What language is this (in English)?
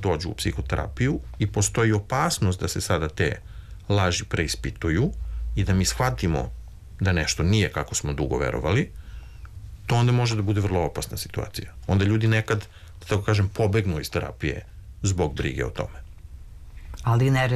Serbian